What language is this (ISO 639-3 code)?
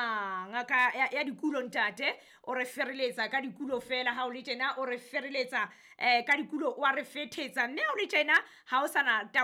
sot